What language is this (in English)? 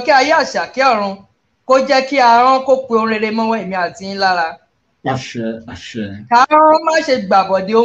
Yoruba